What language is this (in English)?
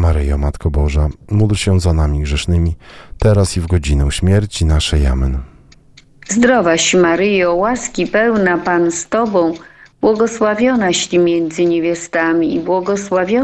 Polish